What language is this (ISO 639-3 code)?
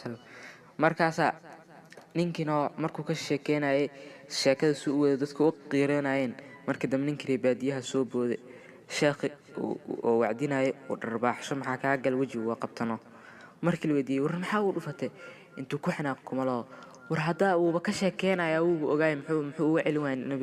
som